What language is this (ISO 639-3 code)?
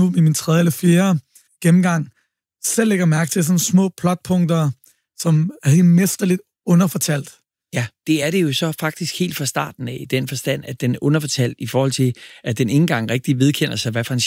dan